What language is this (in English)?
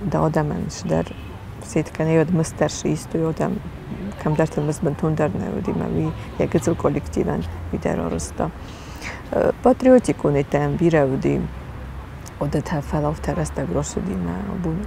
Ossetic